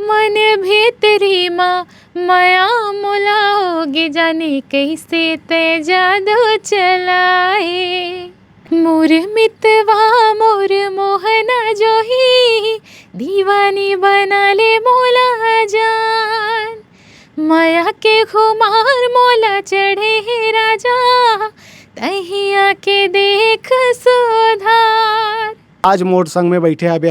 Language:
Chhattisgarhi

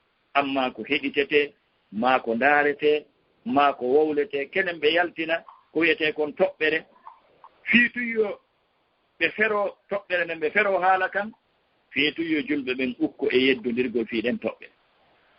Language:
Fula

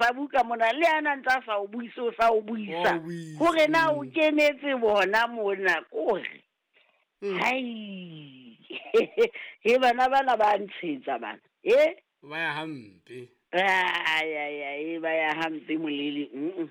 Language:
Southern Sotho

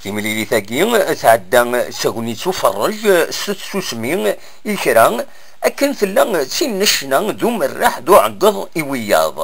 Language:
Kabyle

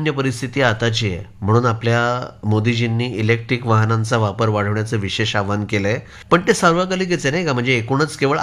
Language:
Marathi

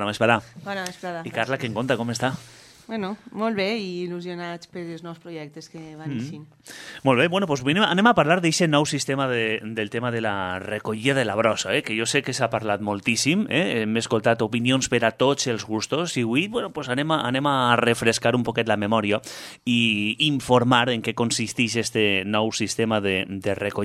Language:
Catalan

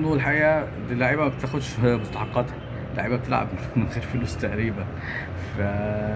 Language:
Egyptian Arabic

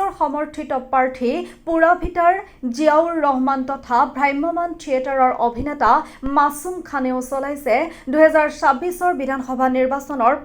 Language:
Assamese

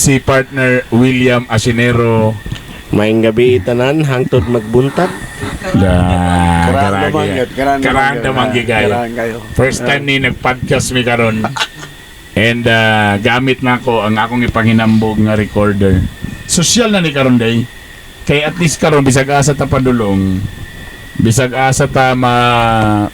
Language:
Cebuano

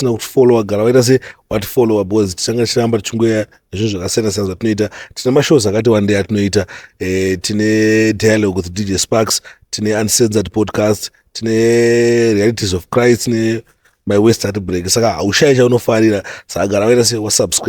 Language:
Shona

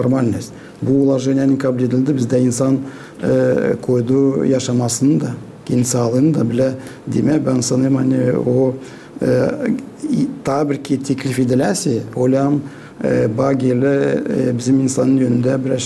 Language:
Gagauz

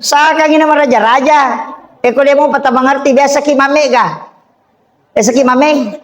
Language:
Buginese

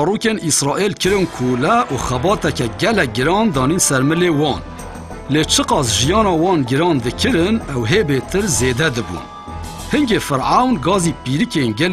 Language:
Kurdish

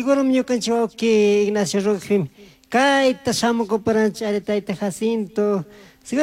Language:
Chimborazo Highland Quichua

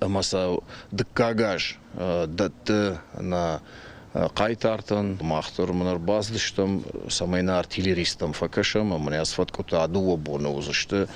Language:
Ossetic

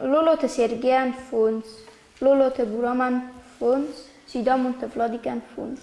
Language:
Ossetic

